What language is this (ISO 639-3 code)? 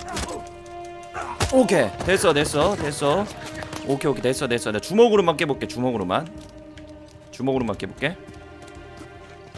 kor